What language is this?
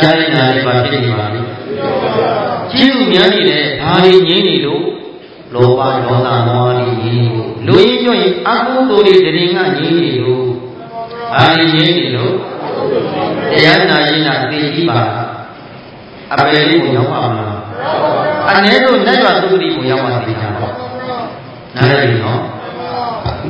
Burmese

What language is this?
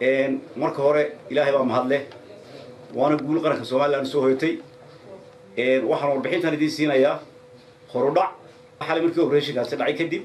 Somali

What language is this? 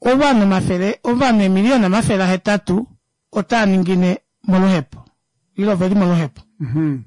Kuanyama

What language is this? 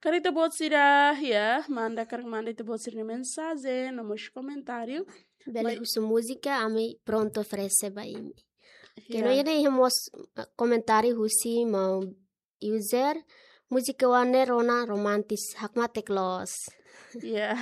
Tetum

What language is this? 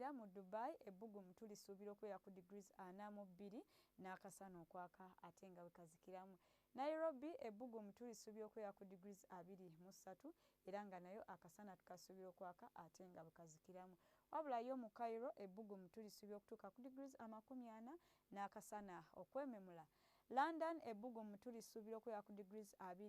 Ganda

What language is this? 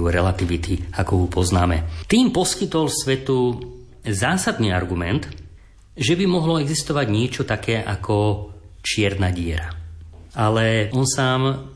Slovak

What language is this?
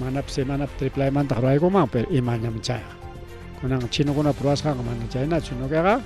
Ayacucho Quechua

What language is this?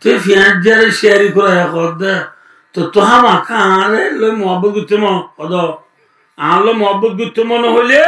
Rohingya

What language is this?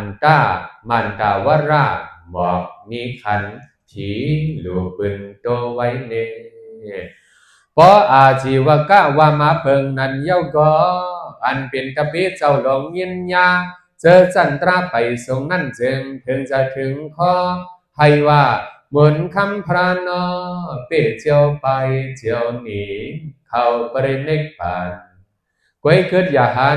Shan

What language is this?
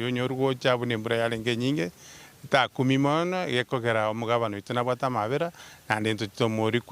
Gusii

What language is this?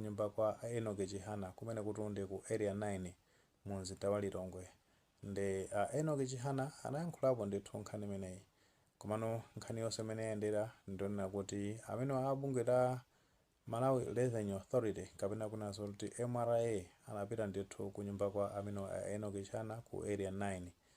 Nyanja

